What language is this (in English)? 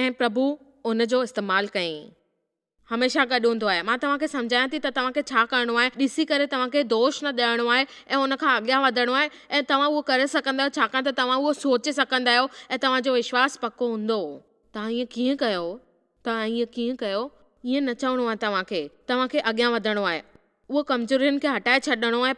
Sindhi